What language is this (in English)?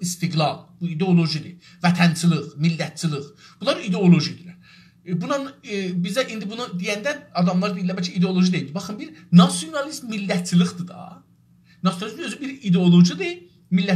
South Azerbaijani